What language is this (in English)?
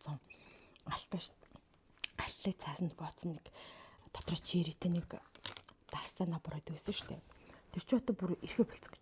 Mongolian